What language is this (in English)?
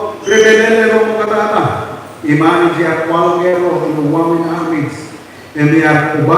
Marshallese